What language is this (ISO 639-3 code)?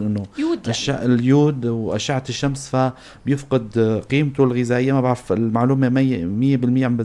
apc